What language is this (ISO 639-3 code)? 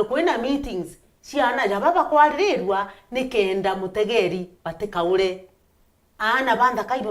mer